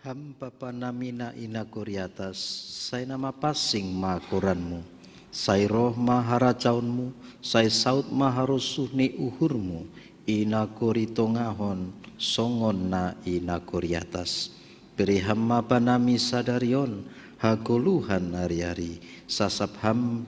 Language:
Batak Simalungun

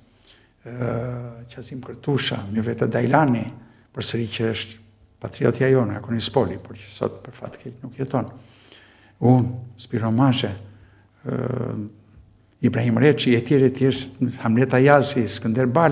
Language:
Albanian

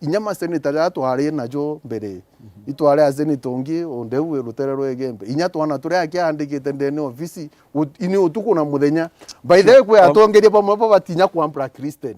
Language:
Meru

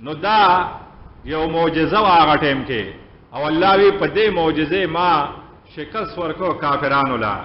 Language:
Pashto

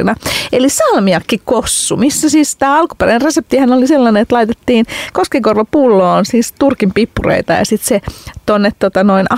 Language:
Finnish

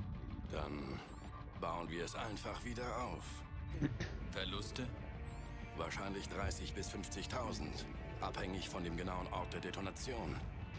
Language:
German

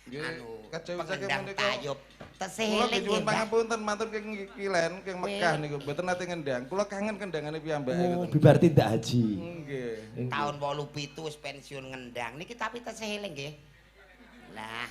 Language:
Javanese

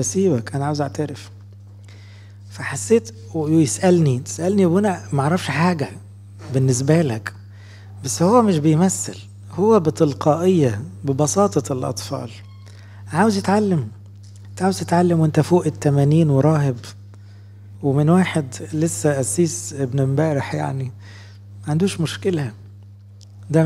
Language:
Egyptian Arabic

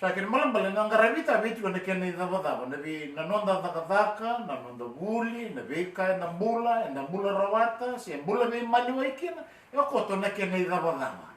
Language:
Fijian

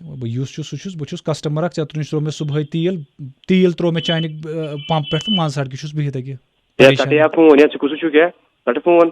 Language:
Kashmiri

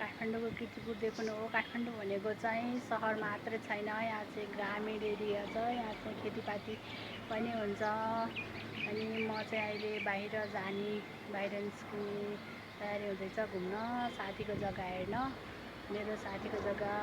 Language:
Nepali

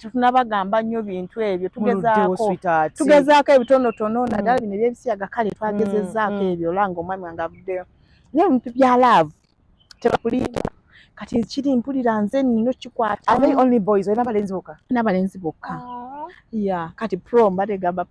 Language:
Ganda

